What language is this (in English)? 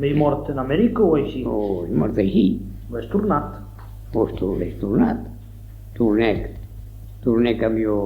Occitan